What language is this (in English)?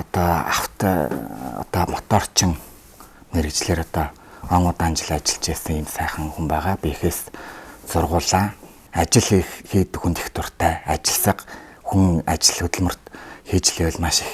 Mongolian